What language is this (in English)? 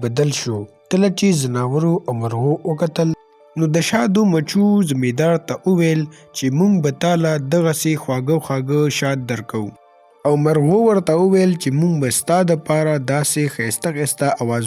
Pashto